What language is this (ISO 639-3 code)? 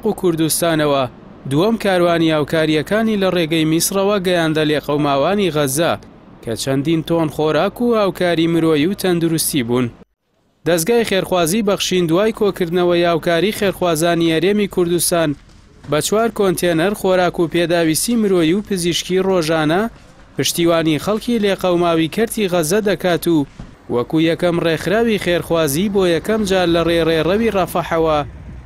ckb